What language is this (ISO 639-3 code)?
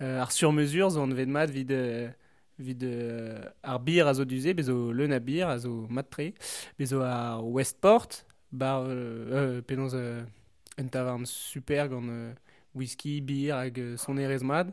bre